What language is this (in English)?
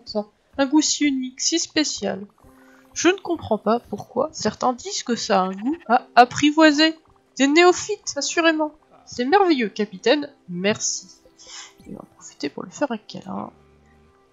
French